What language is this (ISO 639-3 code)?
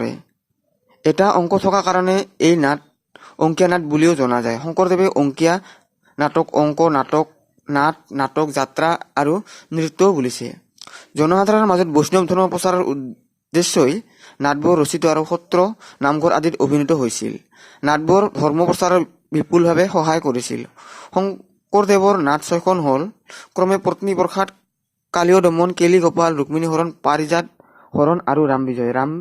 asm